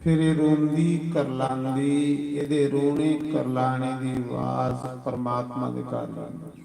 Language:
Dogri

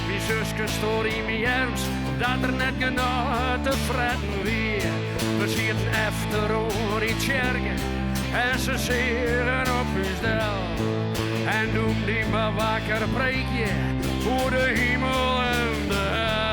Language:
Western Frisian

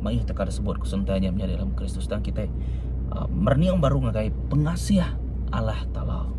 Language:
Iban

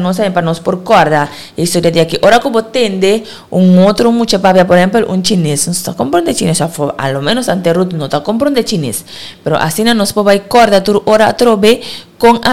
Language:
Papiamento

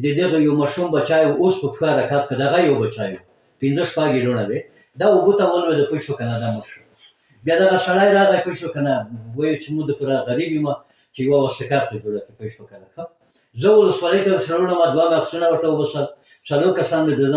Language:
Pashto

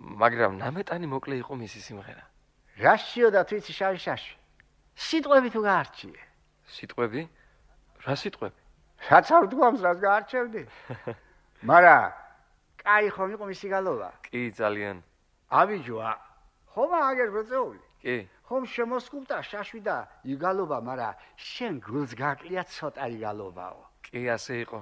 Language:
Georgian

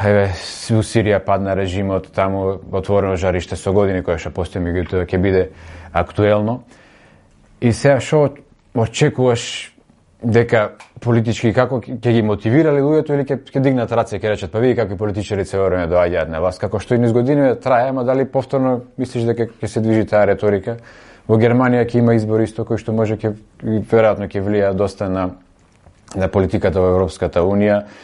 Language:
Macedonian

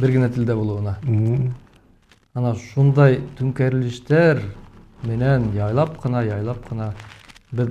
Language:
Bashkir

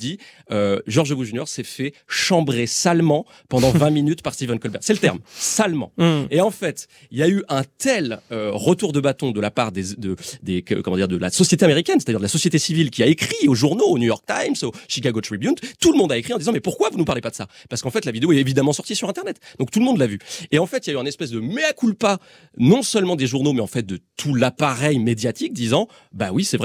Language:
French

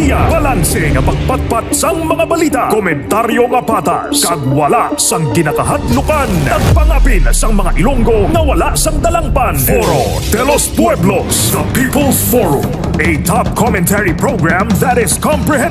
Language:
Hiligaynon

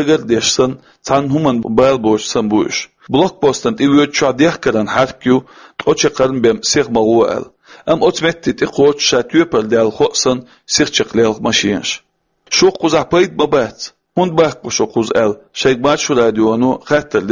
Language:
Chechen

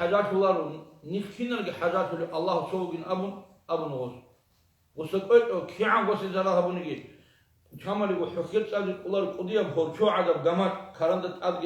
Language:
Avaric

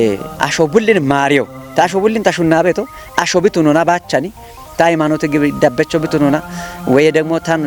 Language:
Kafa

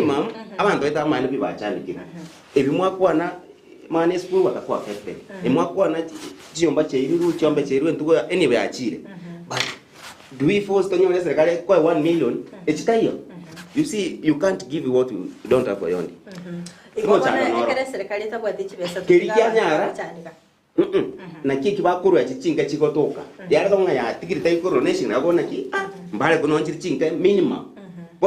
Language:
Gusii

